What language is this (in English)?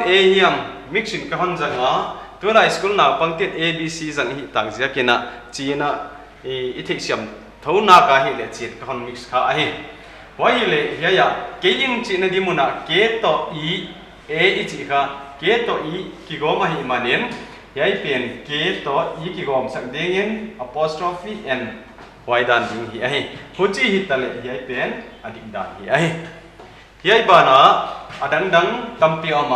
Paite Chin